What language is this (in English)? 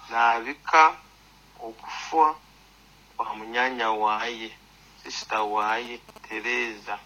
Nyankole